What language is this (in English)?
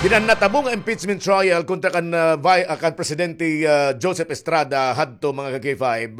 Waray